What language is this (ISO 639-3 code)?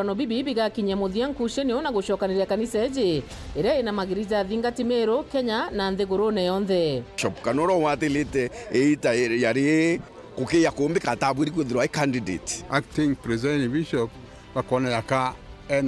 mer